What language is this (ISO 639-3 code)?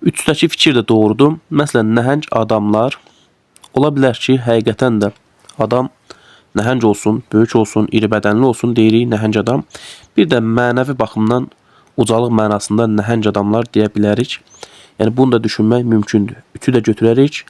aze